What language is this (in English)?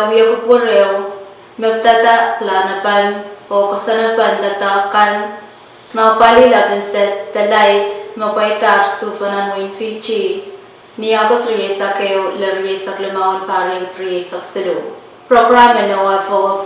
Pohnpeian